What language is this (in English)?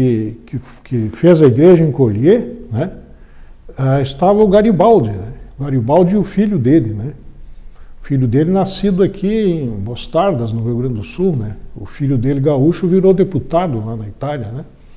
Portuguese